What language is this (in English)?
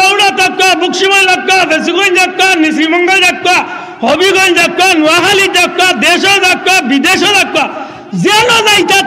Sylheti